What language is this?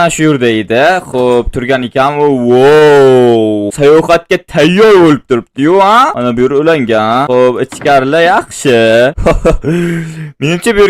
Uzbek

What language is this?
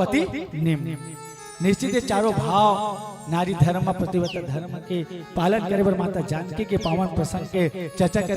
Chhattisgarhi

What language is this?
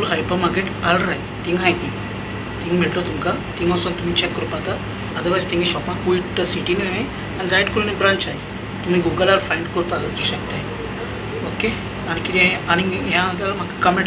Konkani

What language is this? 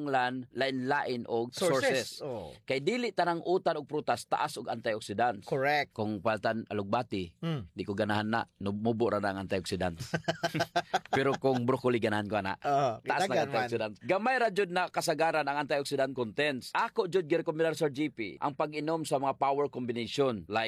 Cebuano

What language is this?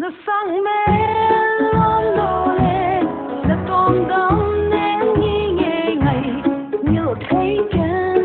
Paite Chin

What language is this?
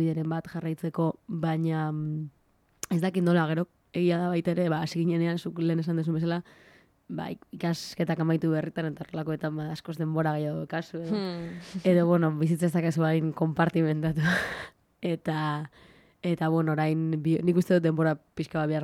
Basque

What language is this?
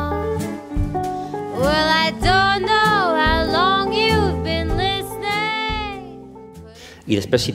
Catalan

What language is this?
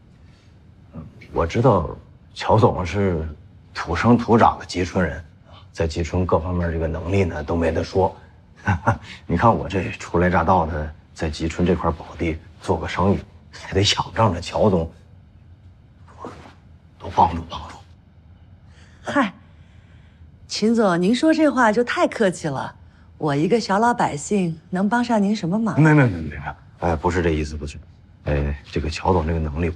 Chinese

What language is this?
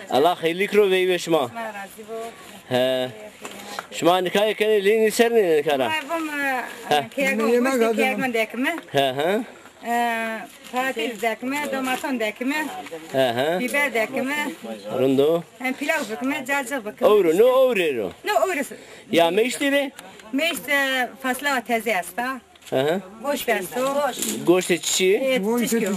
Zaza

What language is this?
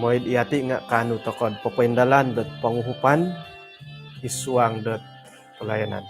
Central Dusun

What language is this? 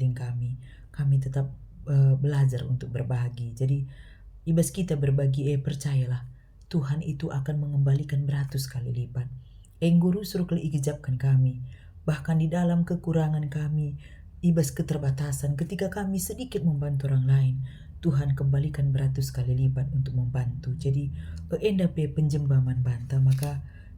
Batak Karo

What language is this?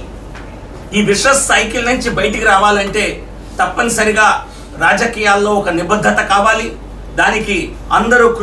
Telugu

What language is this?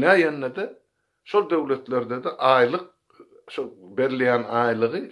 Turkmen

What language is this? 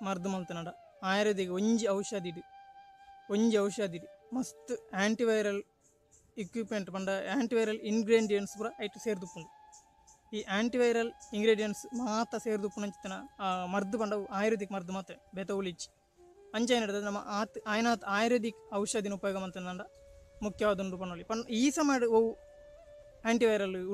Tulu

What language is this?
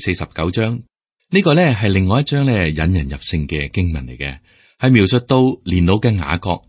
Cantonese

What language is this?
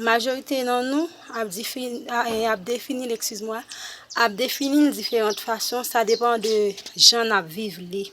Haitian Creole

